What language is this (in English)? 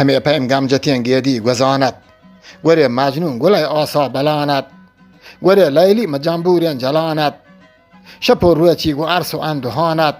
Eastern Balochi